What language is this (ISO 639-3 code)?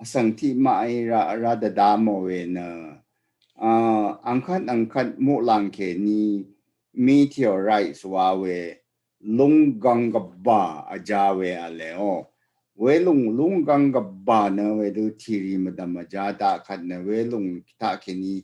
raw